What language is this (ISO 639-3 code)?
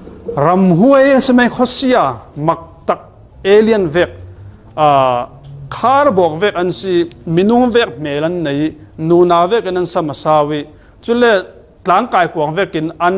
cfm